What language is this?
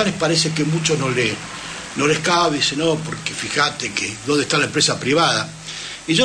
Spanish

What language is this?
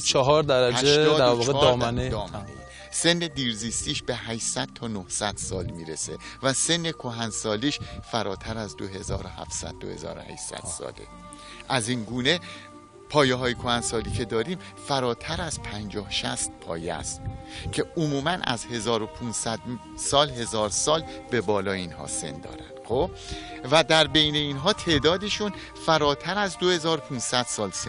Persian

